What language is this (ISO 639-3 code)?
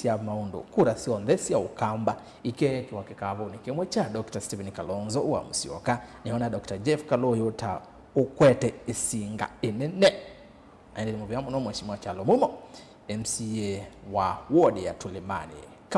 kam